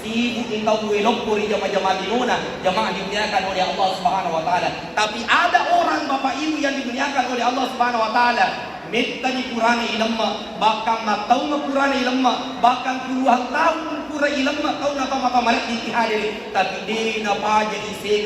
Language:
Buginese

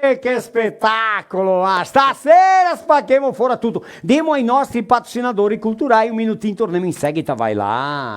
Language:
Venetian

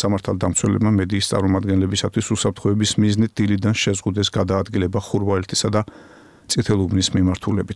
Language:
Georgian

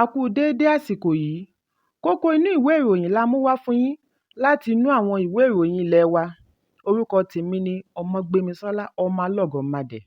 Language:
Yoruba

